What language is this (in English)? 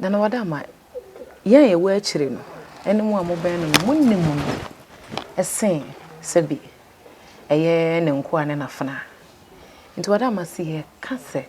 Akan